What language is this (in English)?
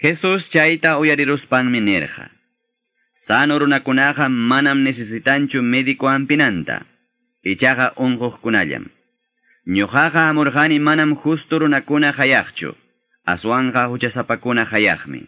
Quechua